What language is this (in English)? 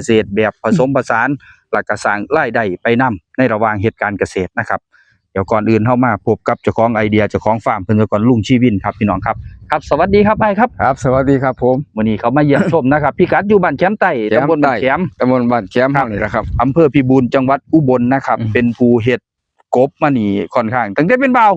Northeastern Thai